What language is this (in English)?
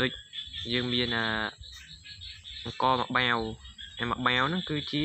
Khmer